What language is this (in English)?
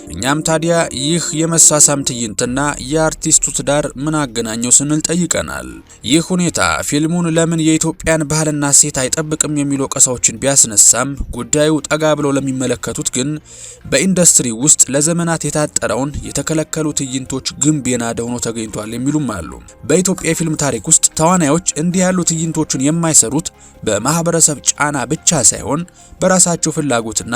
Amharic